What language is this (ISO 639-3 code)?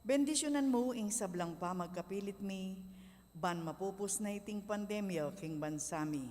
pam